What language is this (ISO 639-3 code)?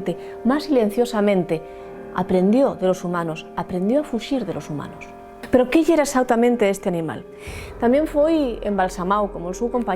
ast